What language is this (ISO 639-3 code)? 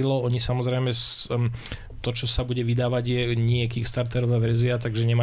slk